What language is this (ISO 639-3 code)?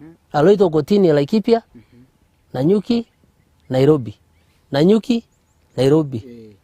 mas